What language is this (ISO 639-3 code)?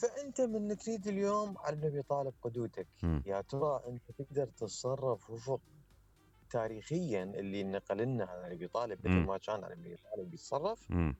acm